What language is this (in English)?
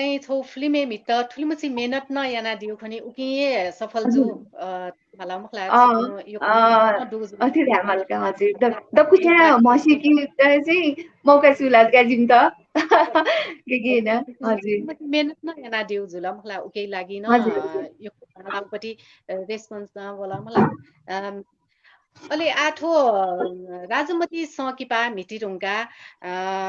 Newari